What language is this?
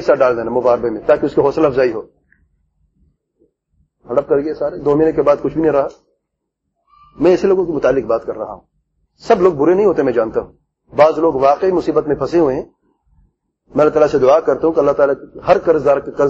Urdu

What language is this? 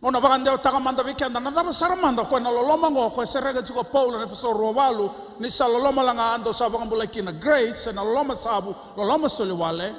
Fijian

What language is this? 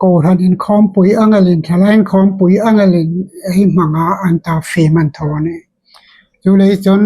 Hmar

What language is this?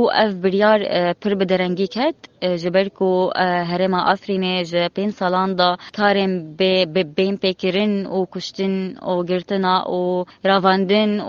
Kurdish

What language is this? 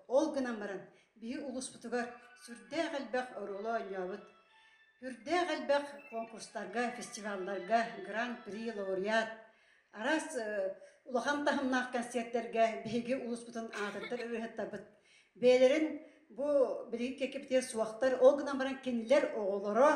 Yakut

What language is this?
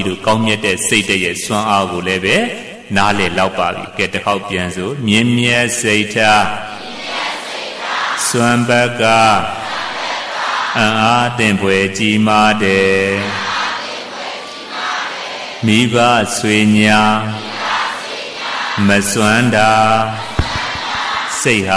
Burmese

